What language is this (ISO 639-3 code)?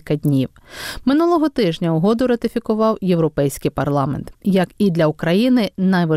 ukr